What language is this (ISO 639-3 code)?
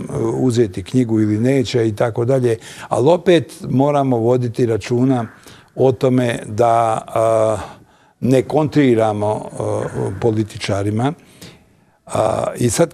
bos